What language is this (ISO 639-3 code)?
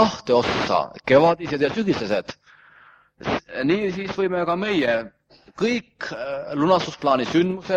est